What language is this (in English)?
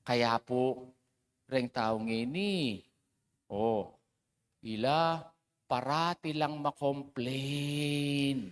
Pampanga